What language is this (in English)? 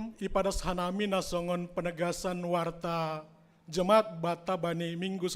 Batak Simalungun